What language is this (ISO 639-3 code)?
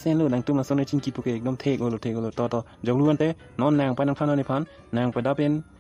mjw